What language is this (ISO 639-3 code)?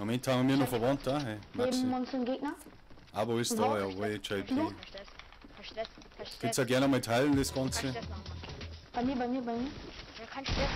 bar